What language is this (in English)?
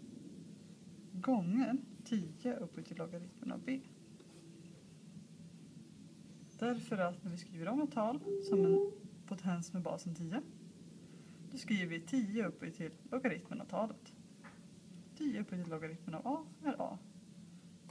Swedish